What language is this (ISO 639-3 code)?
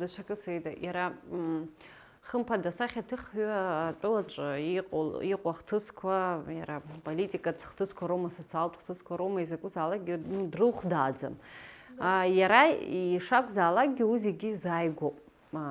abk